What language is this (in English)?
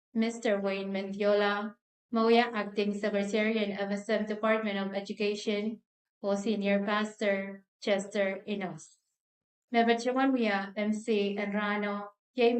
Pohnpeian